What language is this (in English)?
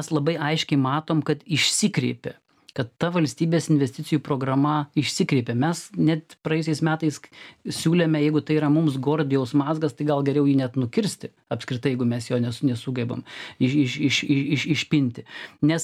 Lithuanian